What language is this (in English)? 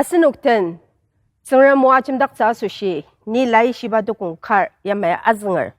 Ao Naga